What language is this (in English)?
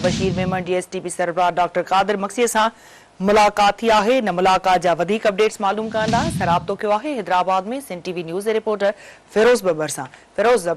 Sindhi